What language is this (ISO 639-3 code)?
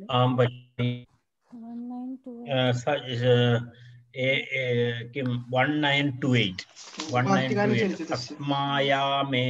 san